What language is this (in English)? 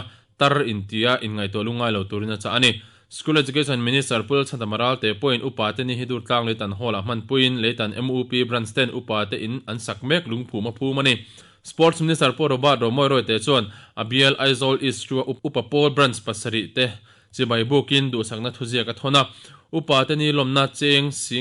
Mizo